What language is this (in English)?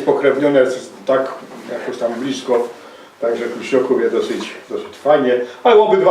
Silesian